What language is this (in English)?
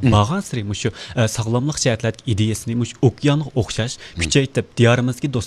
Uyghur